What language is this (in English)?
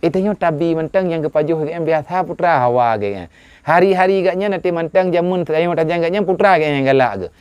Achinese